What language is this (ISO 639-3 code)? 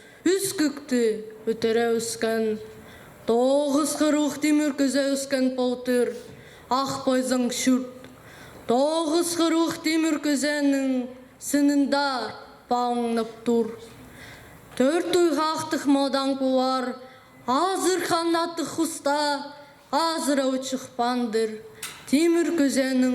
kjh